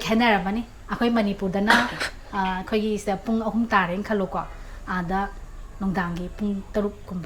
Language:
Manipuri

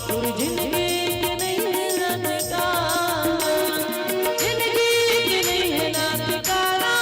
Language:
Chhattisgarhi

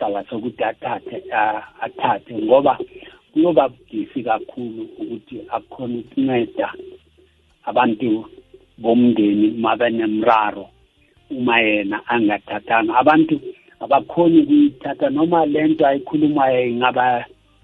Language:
South Ndebele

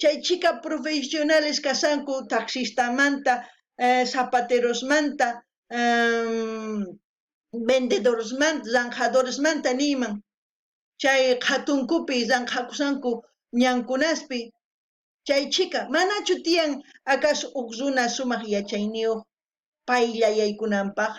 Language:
South Bolivian Quechua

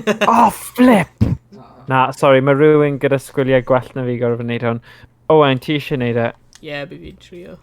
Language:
Welsh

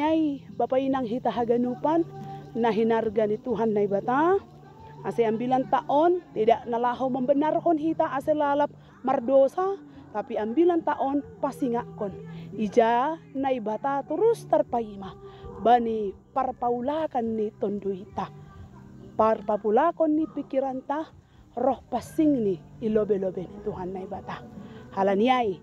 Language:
Batak Simalungun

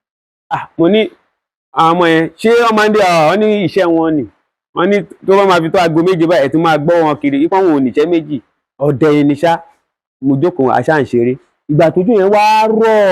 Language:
Yoruba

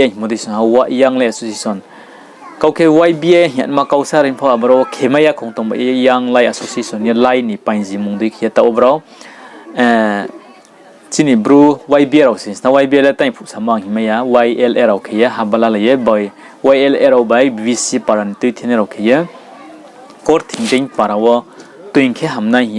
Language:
Riang (India)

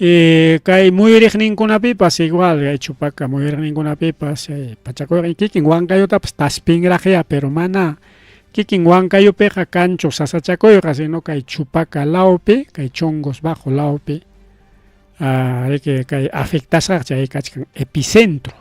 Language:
Ayacucho Quechua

